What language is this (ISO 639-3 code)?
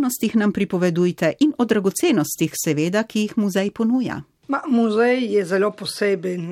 slv